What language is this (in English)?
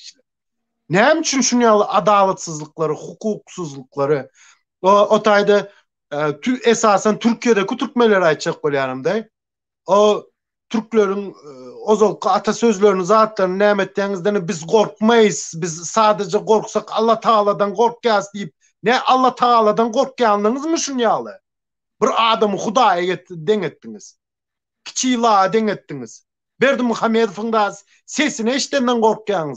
Turkmen